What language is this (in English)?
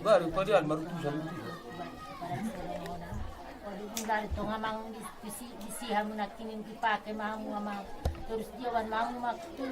Batak Angkola